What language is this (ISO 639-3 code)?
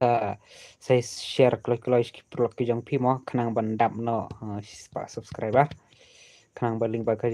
kha